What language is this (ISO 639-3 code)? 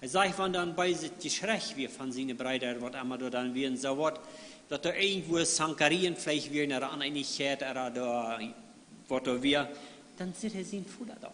pdt